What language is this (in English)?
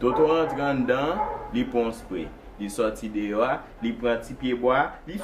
Haitian Creole